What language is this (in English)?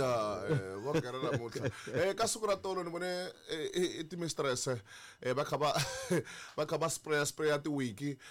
Tsonga